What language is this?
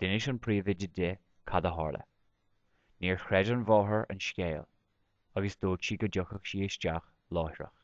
Irish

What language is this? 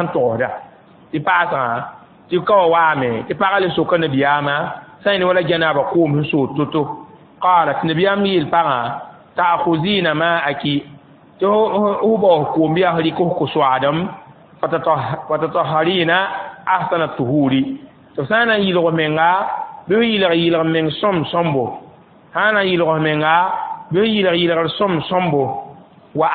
Mossi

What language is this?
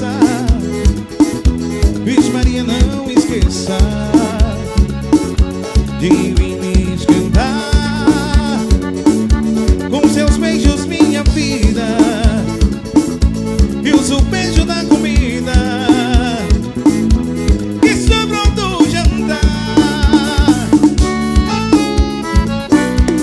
Portuguese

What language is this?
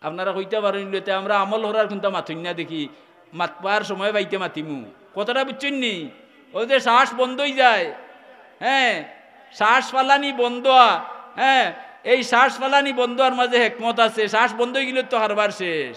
Sylheti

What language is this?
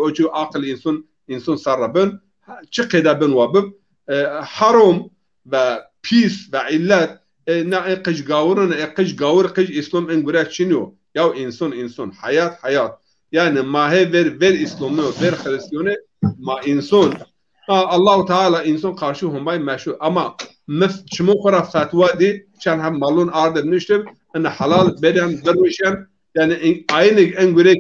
Zaza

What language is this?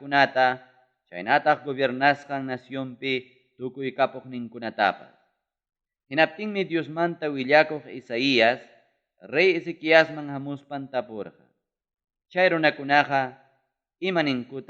Ayacucho Quechua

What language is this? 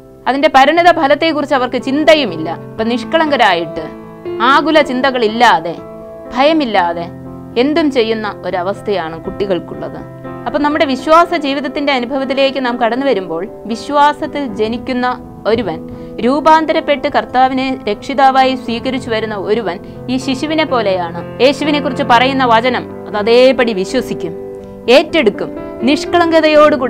Malayalam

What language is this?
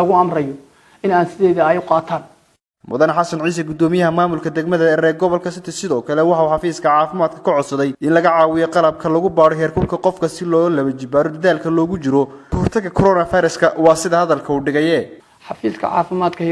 Somali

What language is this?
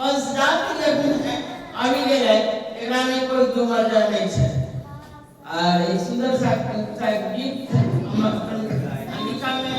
Angika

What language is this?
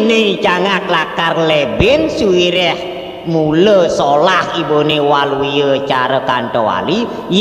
Balinese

